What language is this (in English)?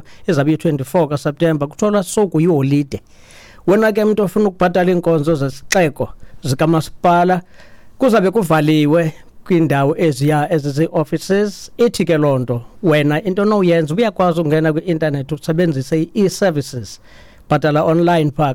Xhosa